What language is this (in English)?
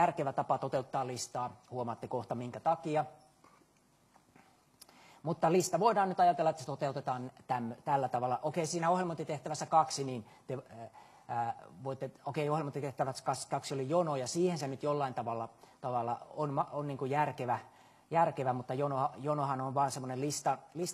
Finnish